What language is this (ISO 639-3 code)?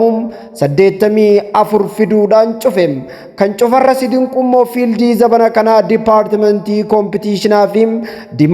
orm